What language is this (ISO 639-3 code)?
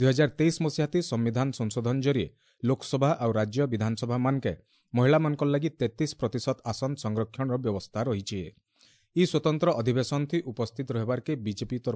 ori